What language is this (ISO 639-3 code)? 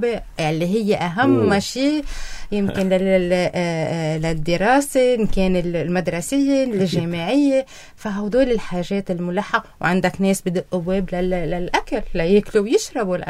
apc